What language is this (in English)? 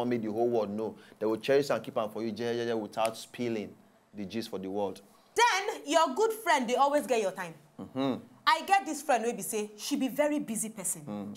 Nigerian Pidgin